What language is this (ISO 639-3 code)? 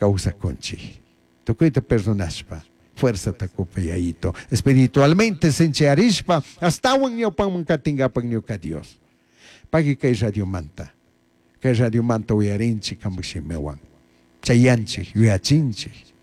qug